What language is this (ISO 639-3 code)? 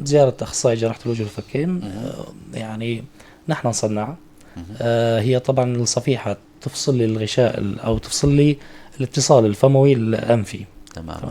apc